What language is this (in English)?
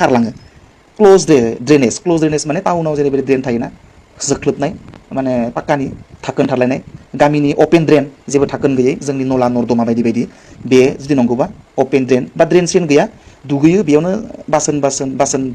Bodo